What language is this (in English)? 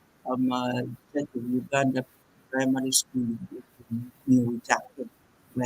Acoli